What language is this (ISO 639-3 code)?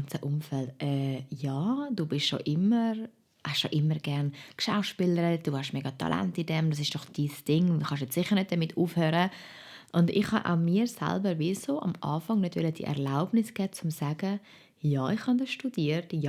gsw